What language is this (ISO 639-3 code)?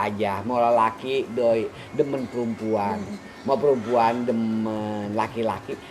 bew